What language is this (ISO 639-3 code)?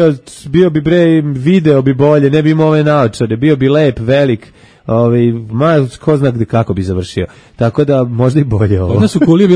srp